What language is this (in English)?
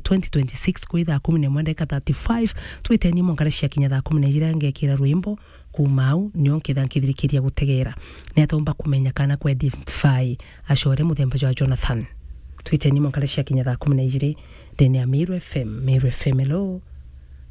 Meru